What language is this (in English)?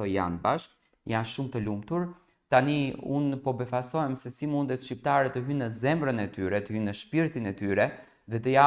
Albanian